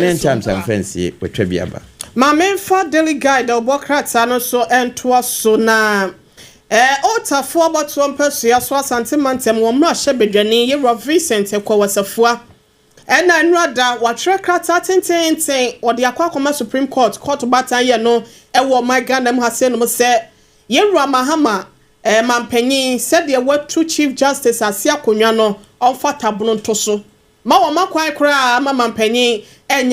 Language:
Akan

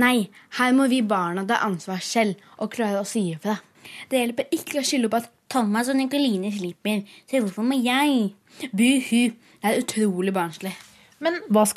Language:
Norwegian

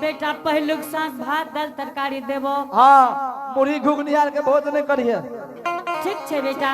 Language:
Angika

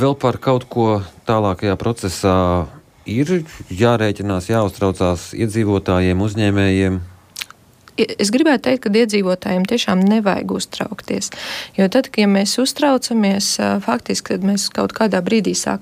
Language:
Latvian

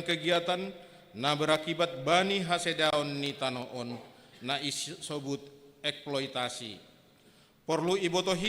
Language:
Batak Simalungun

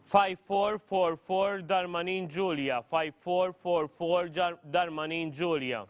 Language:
English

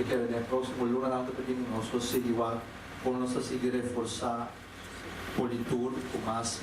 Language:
Papiamento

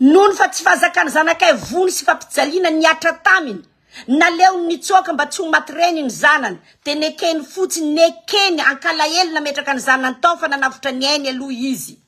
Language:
Malagasy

